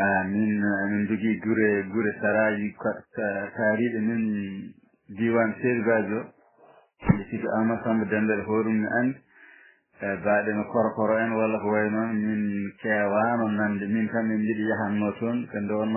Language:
Fula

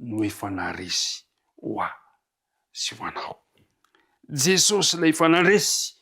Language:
Malagasy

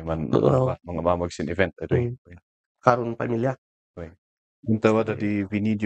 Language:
Kankanaey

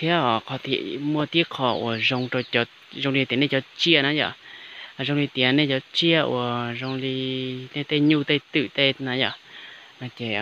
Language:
Hmong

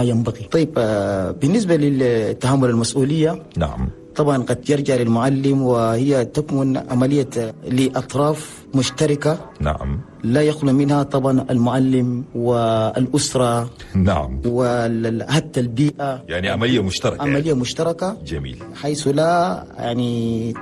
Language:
Chadian Arabic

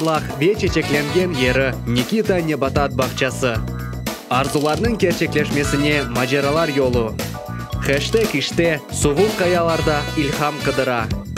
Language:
Crimean Tatar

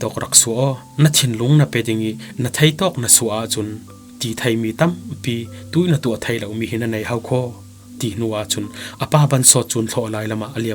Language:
Falam Chin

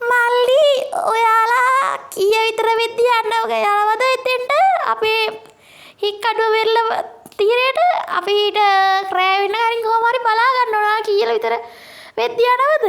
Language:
Sinhala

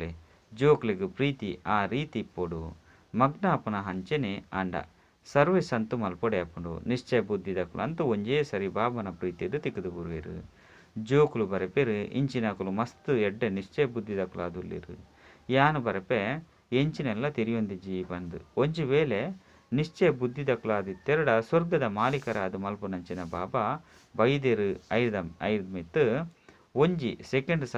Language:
Tulu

